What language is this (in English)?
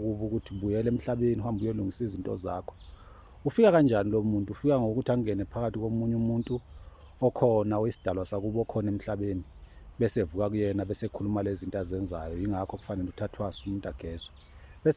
Zulu